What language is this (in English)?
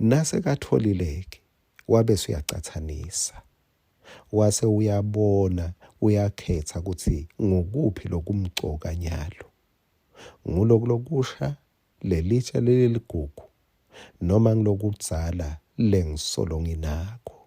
Swati